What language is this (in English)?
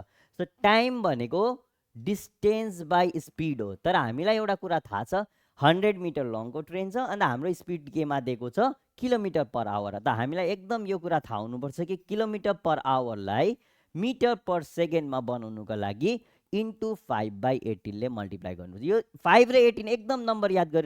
Nepali